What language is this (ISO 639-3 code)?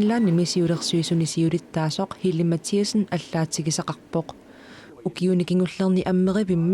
kal